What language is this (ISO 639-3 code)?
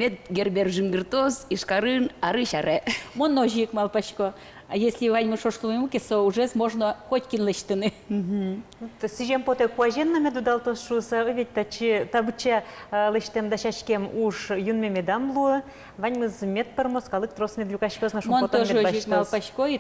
udm